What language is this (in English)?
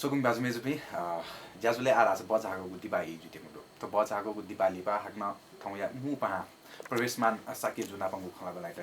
Newari